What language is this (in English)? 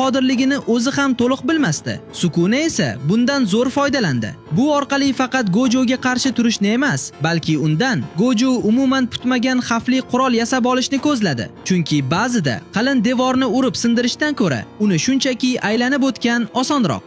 Uzbek